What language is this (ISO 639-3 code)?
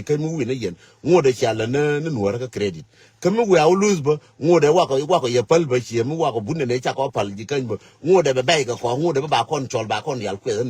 nus